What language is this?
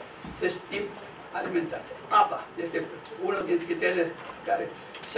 Romanian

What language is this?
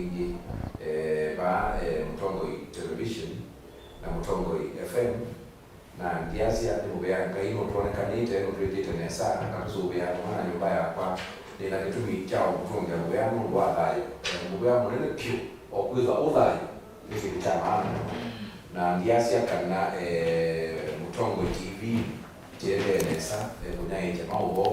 Kamba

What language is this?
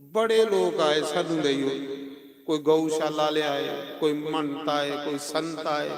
Dogri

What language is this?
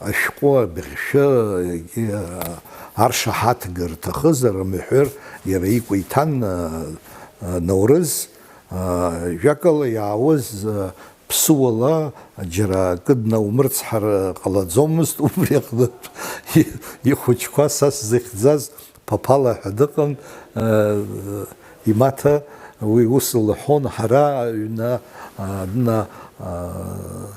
Abkhazian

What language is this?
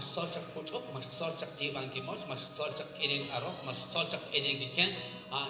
Kekchí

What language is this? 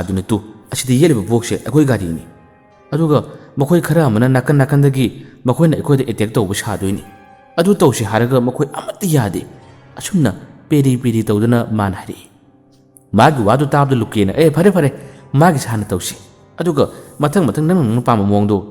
Manipuri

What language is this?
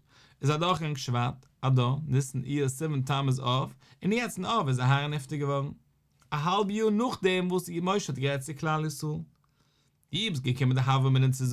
Yiddish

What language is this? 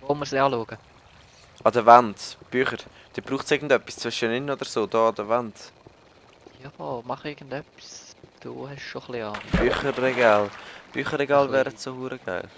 Swiss German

